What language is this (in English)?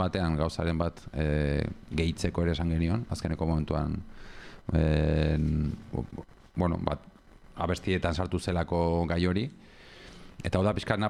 Basque